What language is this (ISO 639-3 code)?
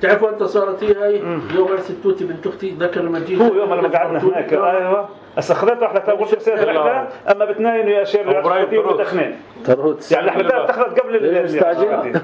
apc